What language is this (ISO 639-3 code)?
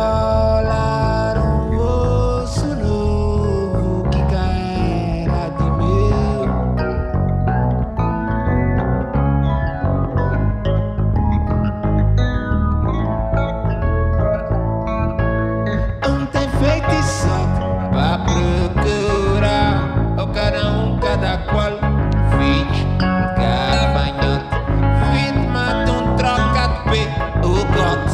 por